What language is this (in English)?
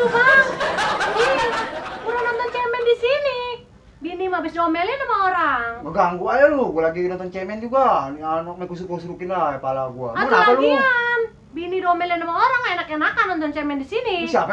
Betawi